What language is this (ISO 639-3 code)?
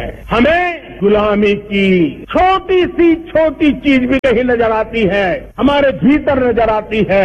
hin